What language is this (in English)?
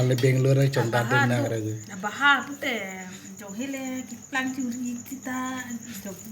Karbi